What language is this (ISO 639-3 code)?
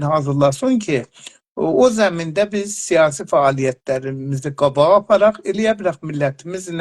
azb